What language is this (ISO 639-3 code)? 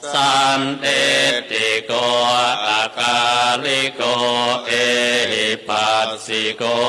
pli